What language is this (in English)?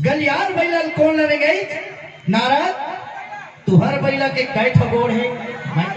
Chhattisgarhi